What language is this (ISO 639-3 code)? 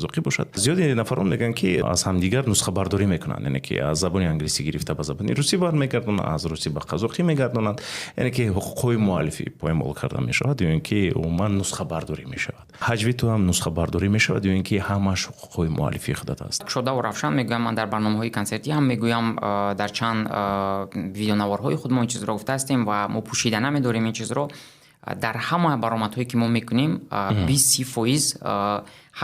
tgk